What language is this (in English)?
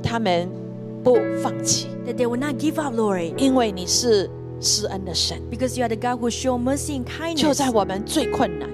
Chinese